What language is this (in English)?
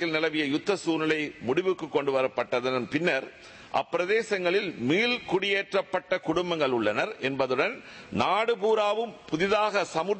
Tamil